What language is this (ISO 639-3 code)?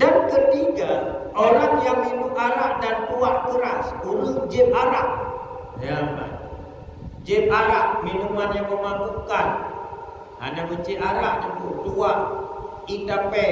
ace